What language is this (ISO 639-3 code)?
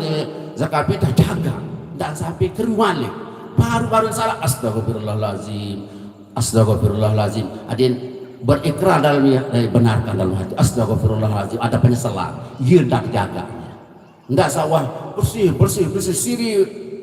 sas